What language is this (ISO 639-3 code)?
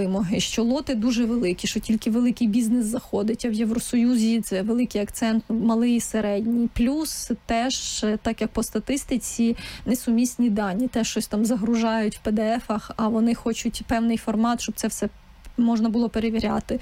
ukr